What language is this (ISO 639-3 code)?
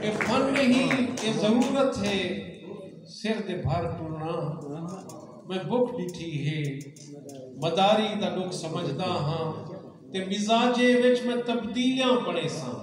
skr